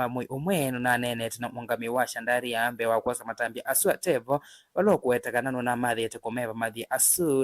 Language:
Kamba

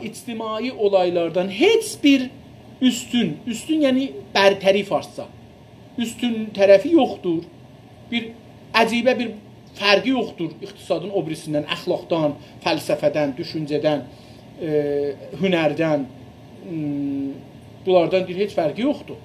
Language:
South Azerbaijani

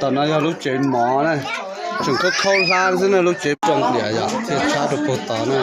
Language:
Hmong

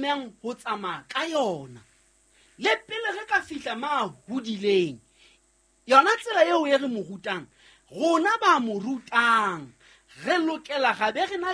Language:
Southern Sotho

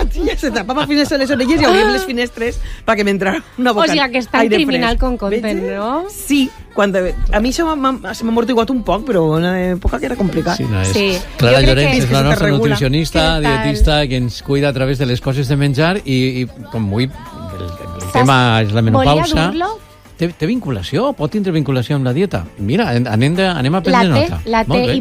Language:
Catalan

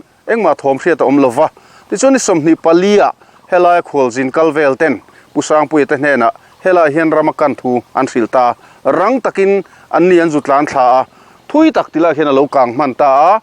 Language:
Mizo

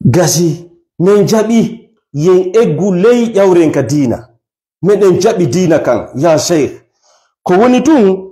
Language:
Fula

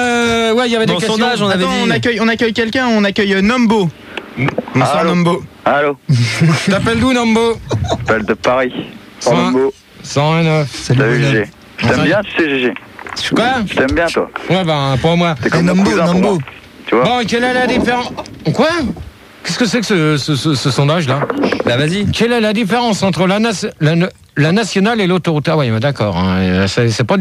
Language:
French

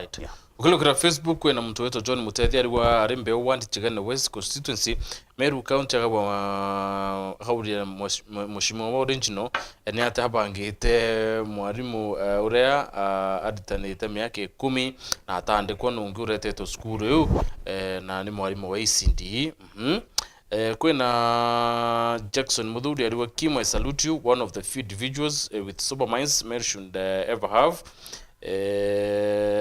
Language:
Meru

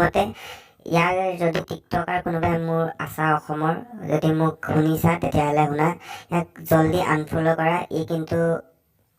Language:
Assamese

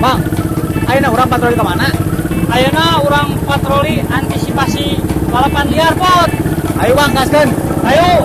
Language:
Sundanese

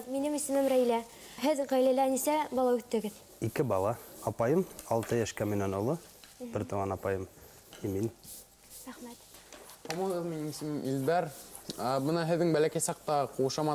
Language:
Bashkir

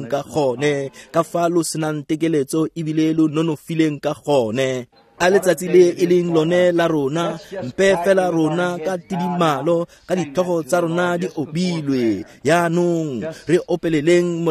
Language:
Tswana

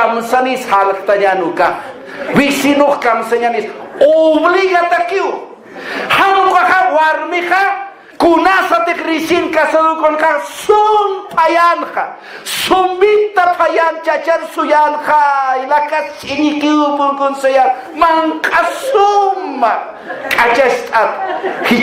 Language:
Aymara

